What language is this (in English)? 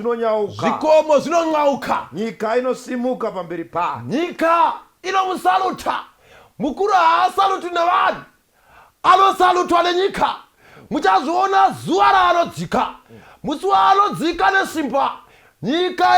Shona